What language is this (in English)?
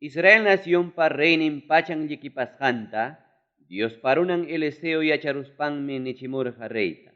Ayacucho Quechua